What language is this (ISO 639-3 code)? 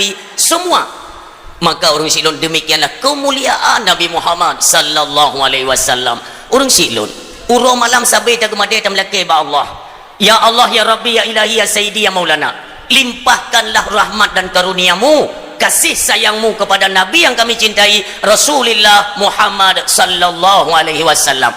ace